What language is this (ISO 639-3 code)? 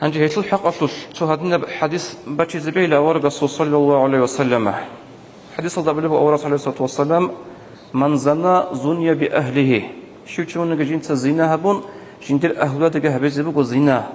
ava